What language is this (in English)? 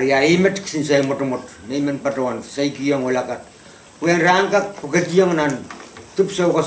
Pohnpeian